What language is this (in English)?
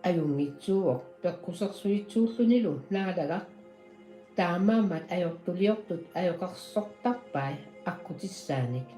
Kalaallisut